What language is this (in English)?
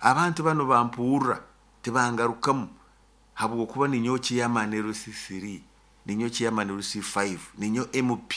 Nyoro